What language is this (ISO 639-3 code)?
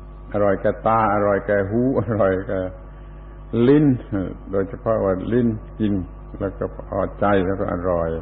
tha